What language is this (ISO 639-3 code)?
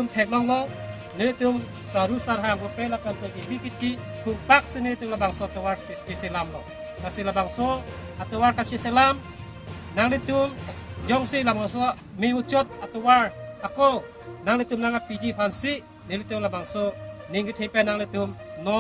mjw